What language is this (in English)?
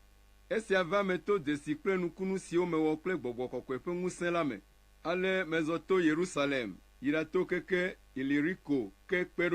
Ewe